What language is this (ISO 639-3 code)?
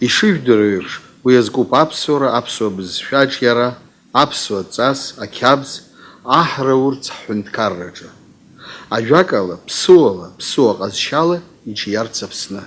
abk